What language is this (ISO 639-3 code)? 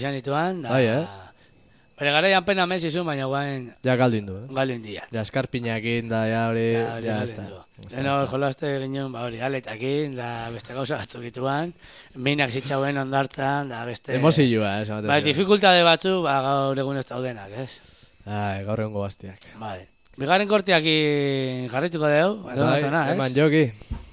eus